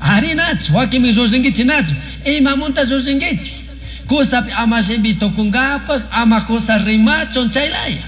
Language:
Chimborazo Highland Quichua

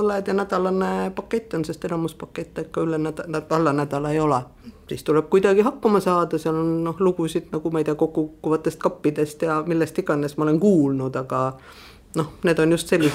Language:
Estonian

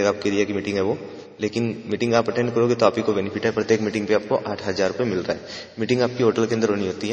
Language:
Hindi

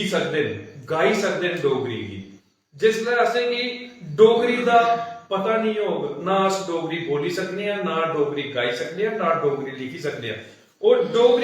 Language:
Dogri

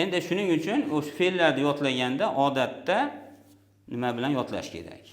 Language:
Uzbek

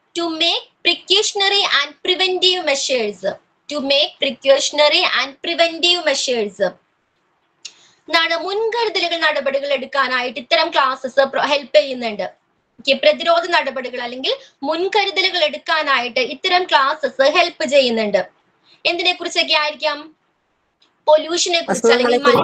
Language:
Malayalam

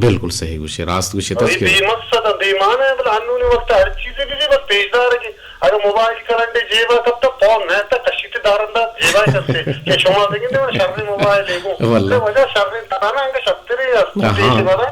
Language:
Eastern Balochi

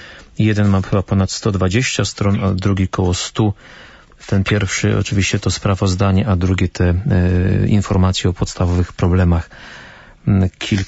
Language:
Polish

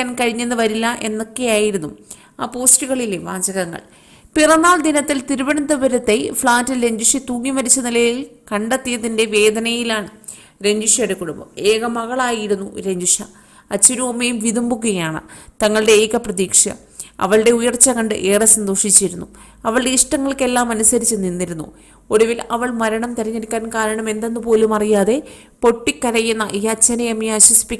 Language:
Malayalam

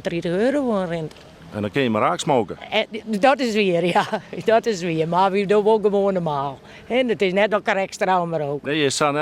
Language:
Western Frisian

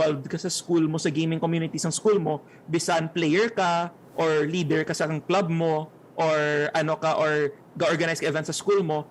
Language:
Hiligaynon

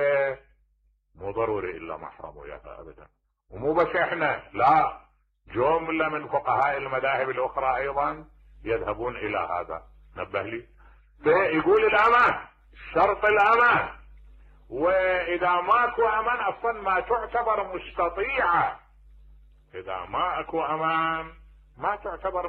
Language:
Mesopotamian Arabic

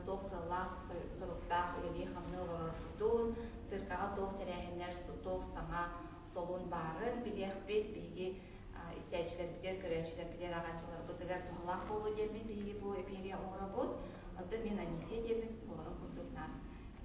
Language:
Yakut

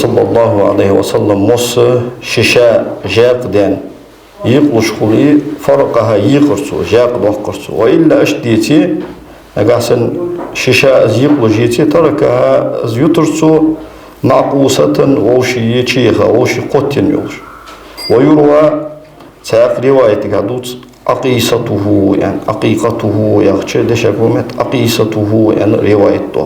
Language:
Ingush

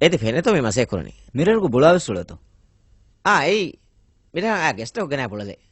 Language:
Divehi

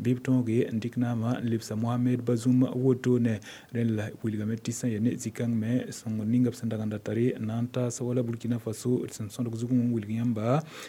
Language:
Mossi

